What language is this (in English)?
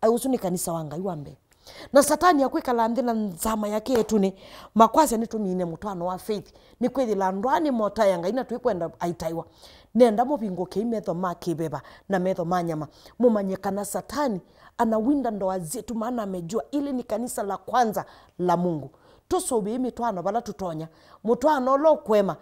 Kamba